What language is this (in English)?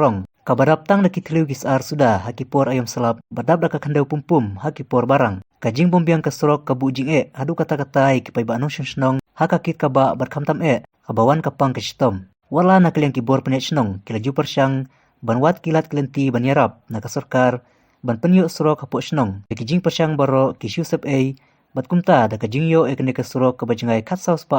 Khasi